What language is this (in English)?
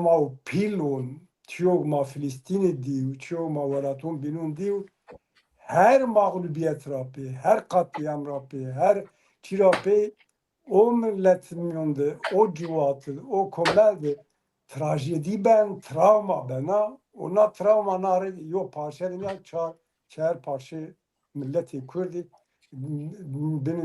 Zaza